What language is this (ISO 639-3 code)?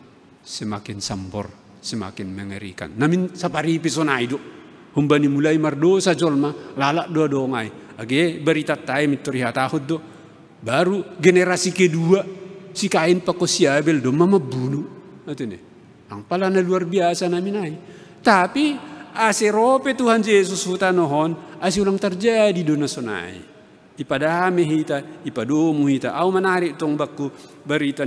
bts